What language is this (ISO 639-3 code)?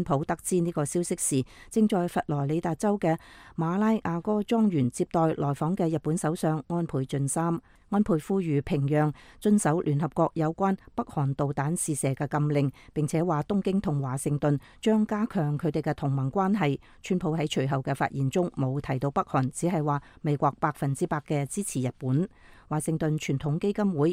yue